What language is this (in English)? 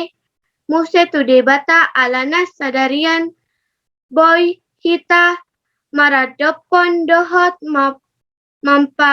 Batak Toba